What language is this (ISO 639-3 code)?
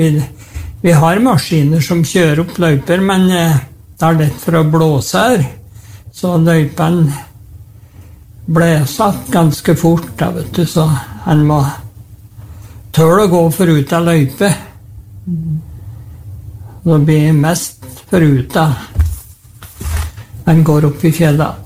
nor